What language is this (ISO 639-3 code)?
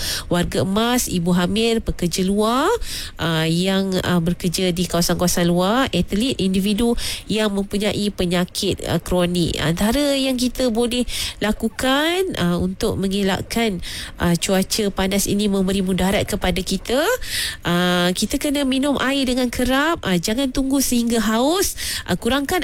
msa